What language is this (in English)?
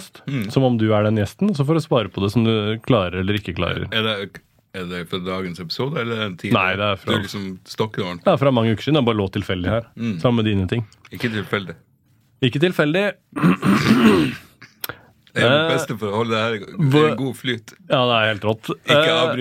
Norwegian